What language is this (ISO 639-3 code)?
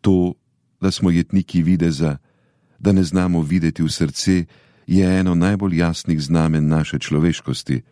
slv